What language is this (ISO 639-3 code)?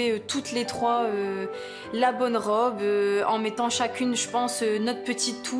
fra